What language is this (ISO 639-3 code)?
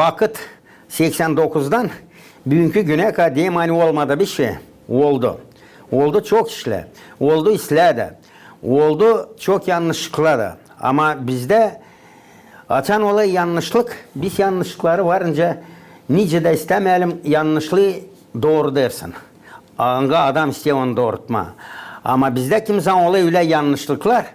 gag